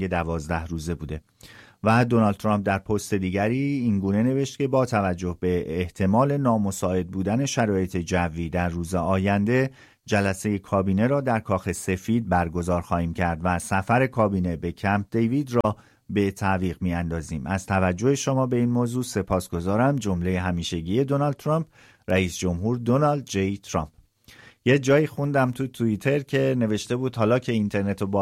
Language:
Persian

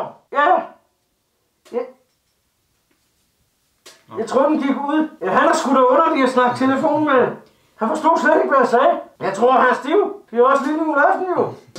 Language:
Danish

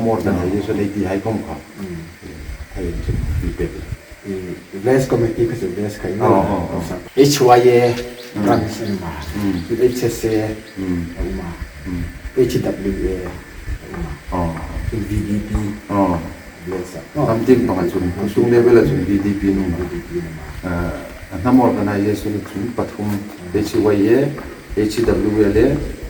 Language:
Hmar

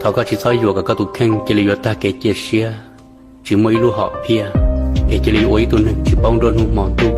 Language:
Hmong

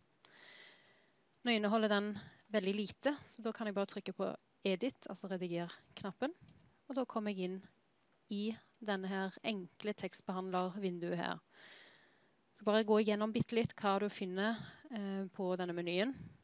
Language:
Norwegian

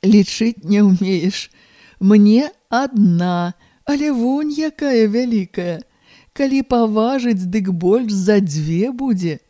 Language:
Belarusian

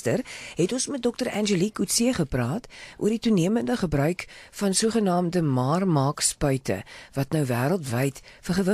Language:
Afrikaans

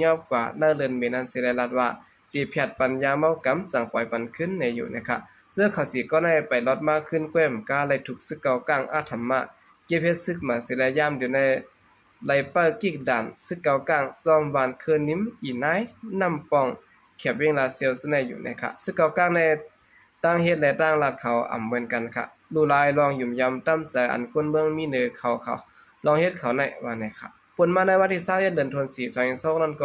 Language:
Shan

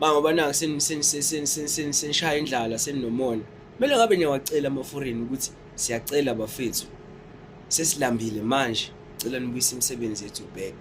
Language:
Zulu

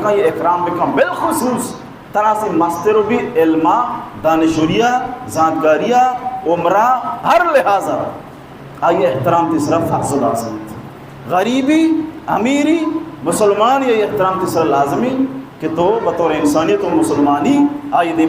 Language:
Baluchi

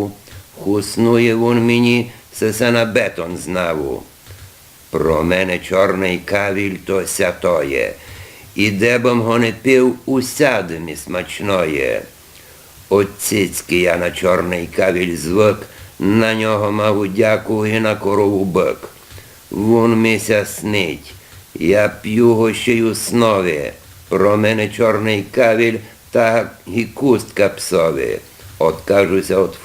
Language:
Rusyn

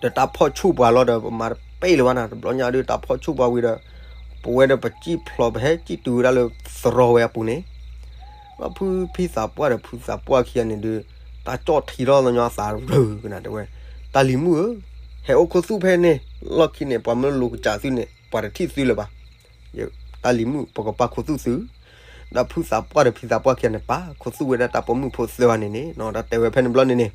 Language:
S'gaw Karen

